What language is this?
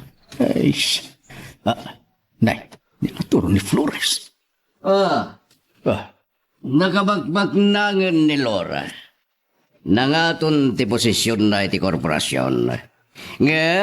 Iloko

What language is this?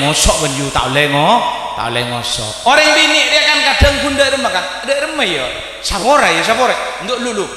Madurese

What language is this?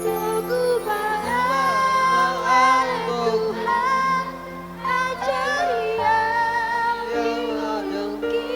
Batak Toba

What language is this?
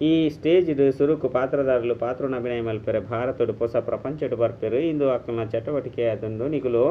Tulu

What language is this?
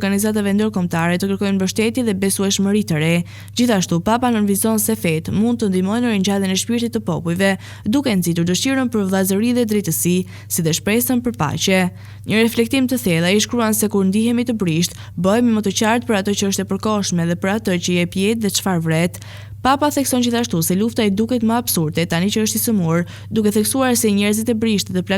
Albanian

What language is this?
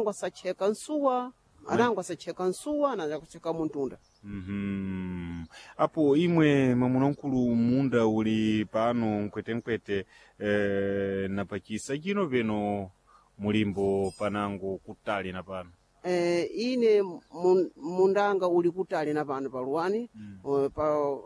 Sena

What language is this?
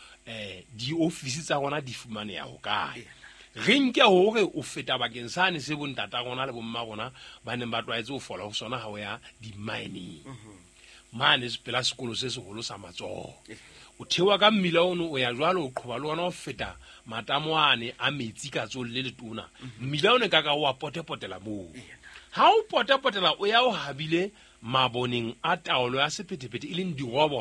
Southern Sotho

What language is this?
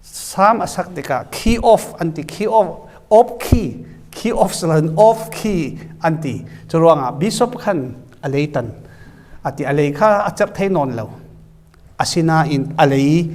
Falam Chin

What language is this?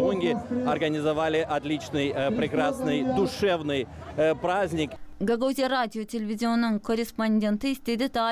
Gagauz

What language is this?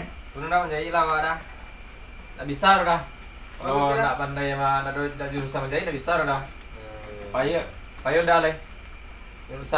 Minangkabau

